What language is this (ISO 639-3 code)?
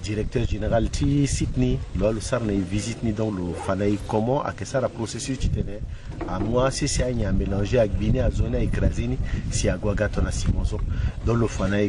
sag